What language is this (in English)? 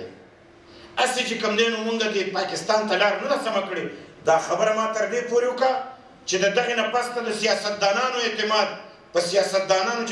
Pashto